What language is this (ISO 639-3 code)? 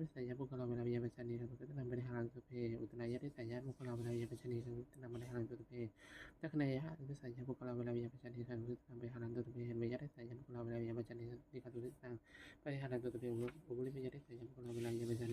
pli